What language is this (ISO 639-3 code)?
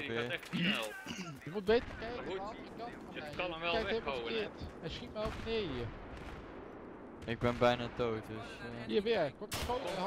nld